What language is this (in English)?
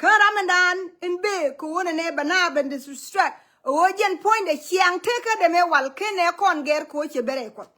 Nuer